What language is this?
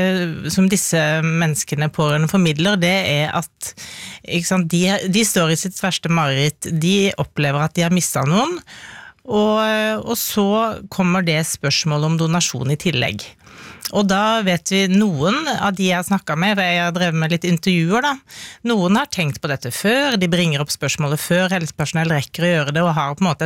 Norwegian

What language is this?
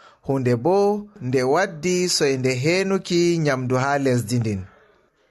Fula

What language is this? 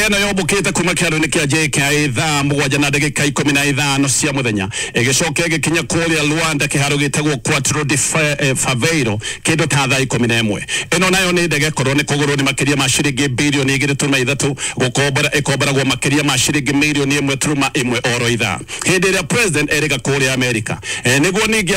Kikuyu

